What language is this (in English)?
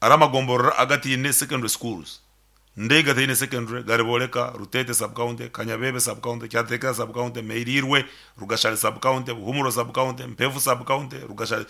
Nyankole